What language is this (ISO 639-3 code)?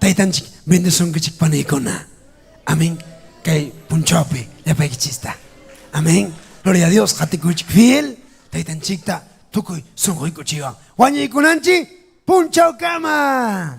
quy